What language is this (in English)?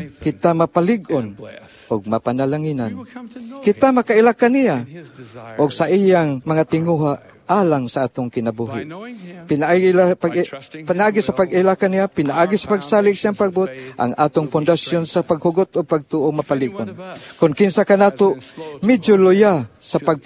Cebuano